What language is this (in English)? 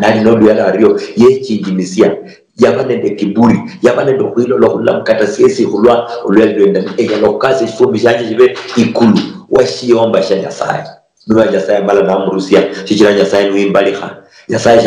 Luyia